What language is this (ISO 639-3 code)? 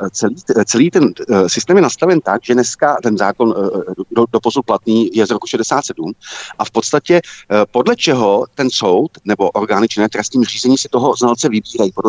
ces